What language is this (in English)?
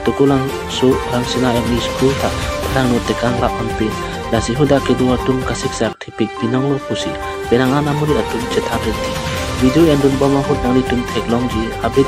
Karbi